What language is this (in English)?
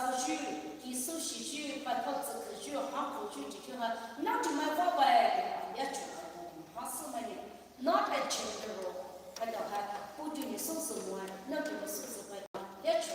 Poumei Naga